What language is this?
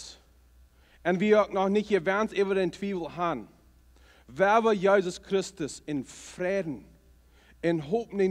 Plautdietsch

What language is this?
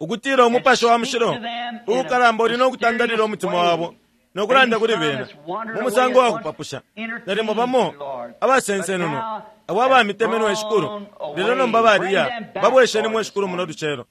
Bemba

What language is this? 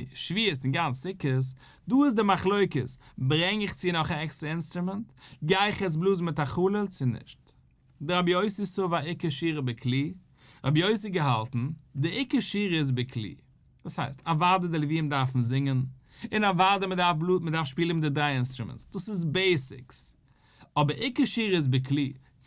Yiddish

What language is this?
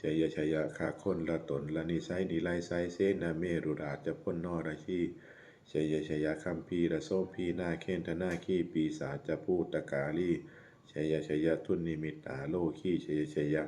Pali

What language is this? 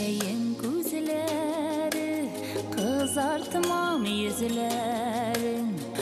Bashkir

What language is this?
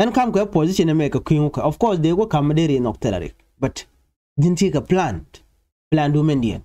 Nuer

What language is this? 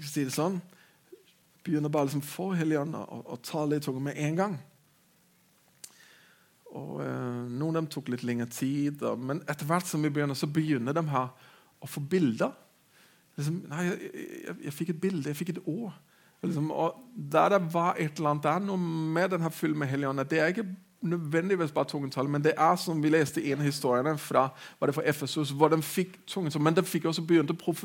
Norwegian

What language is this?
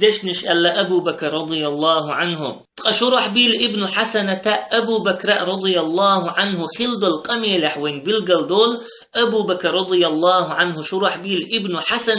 Chechen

